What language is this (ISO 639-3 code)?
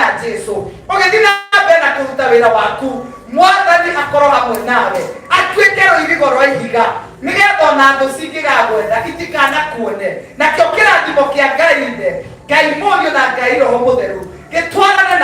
kik